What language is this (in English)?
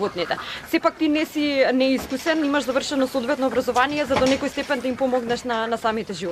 Macedonian